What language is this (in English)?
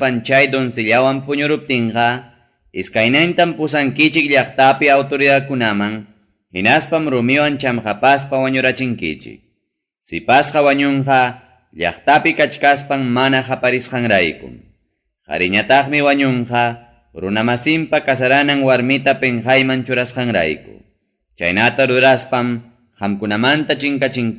Ayacucho Quechua